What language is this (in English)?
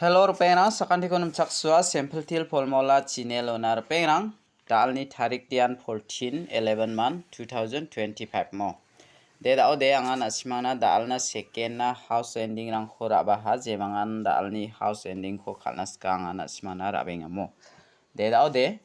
Garo